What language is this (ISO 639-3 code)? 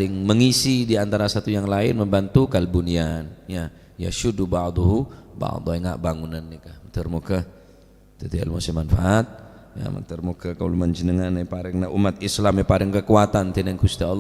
mad